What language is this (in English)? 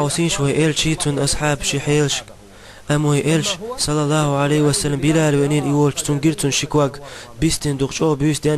Chechen